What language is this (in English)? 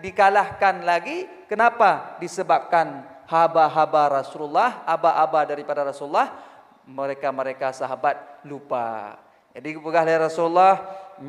Achinese